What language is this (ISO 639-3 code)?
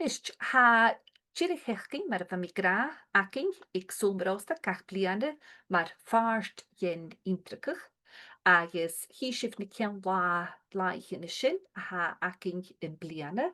gla